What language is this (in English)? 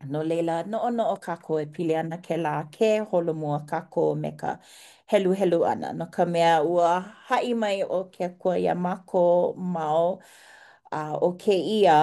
Hawaiian